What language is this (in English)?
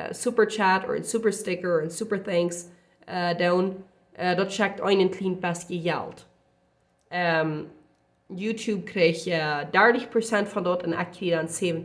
Plautdietsch